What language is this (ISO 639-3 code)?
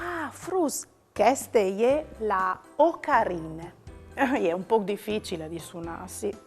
fur